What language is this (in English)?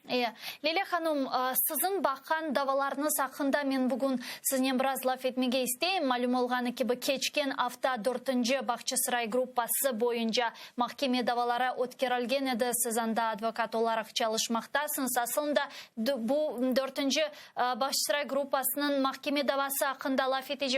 Crimean Tatar